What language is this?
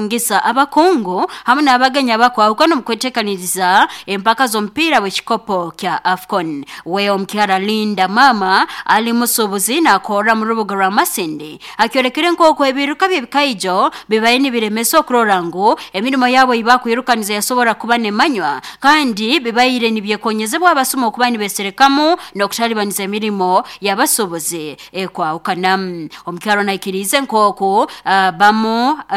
Nyoro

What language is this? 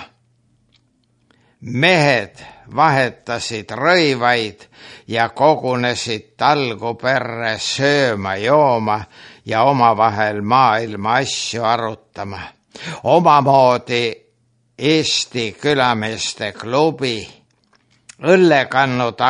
Estonian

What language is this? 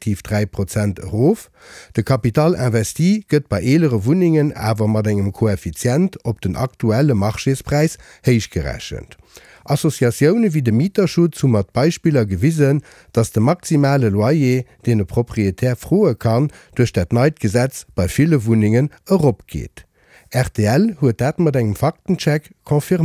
Luxembourgish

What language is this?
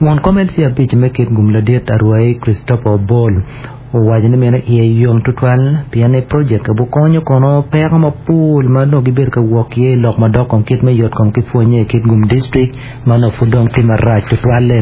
Acoli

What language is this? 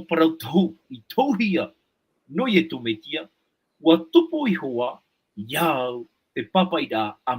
Tahitian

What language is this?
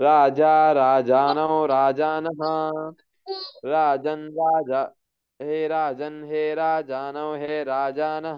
Sanskrit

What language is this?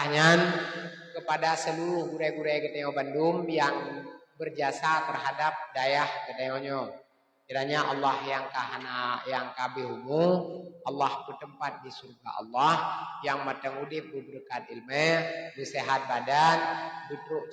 Achinese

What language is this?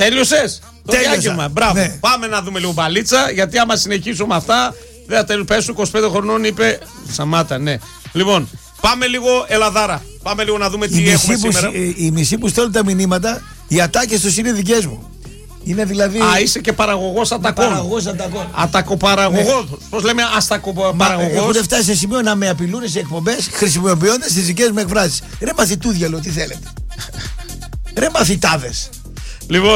Greek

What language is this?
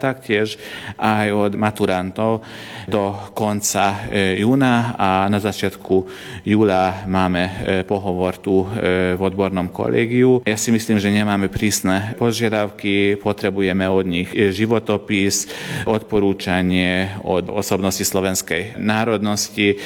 Slovak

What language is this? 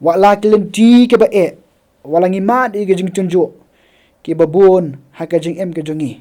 Khasi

